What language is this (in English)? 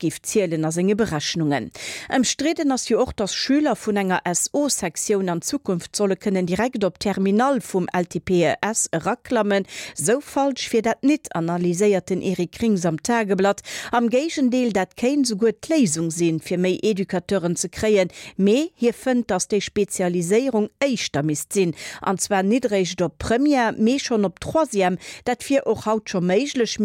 Luxembourgish